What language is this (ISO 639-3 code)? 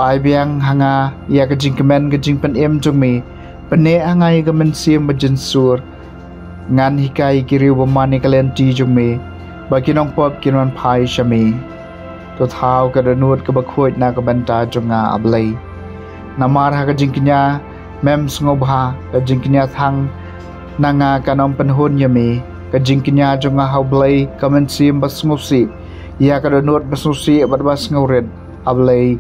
kha